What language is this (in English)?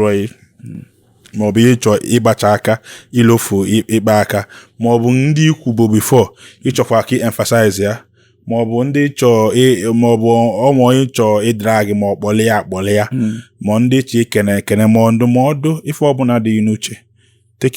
Igbo